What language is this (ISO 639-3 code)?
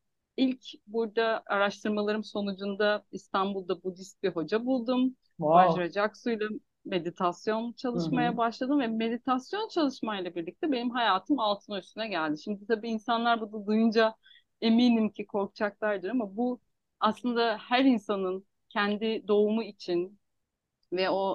tur